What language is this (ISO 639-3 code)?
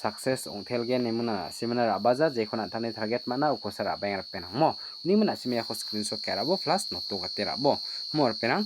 grt